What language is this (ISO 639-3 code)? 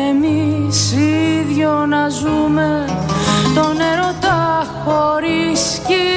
ell